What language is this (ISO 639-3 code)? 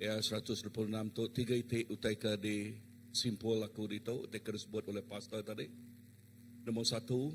iba